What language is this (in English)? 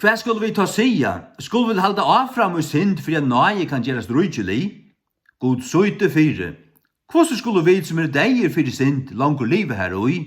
Faroese